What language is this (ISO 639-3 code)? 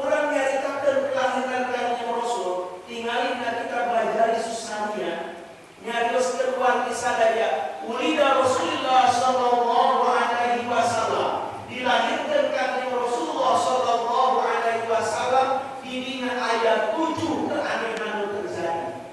sun